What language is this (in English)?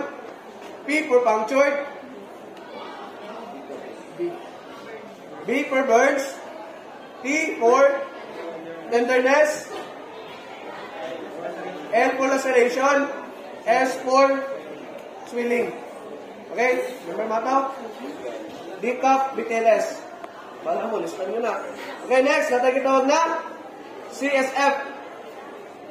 Filipino